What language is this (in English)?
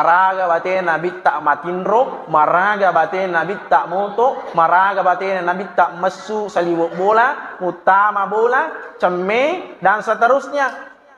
Buginese